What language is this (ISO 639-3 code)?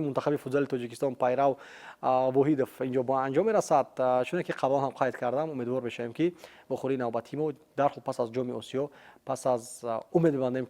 tgk